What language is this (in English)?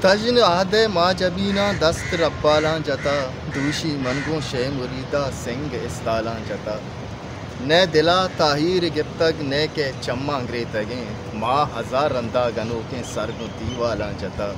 Eastern Balochi